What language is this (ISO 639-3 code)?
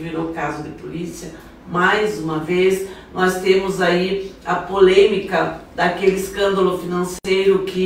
por